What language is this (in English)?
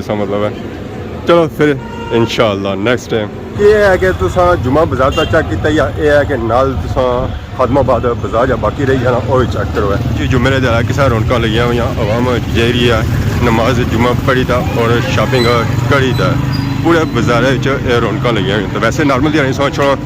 Pahari-Potwari